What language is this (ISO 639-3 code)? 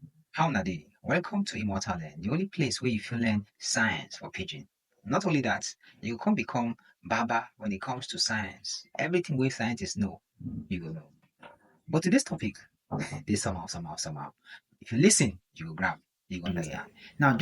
pcm